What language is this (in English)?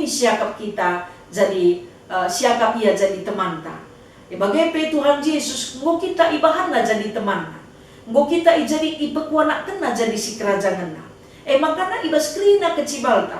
Batak Karo